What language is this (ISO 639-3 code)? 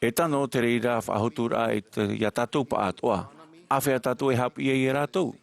tah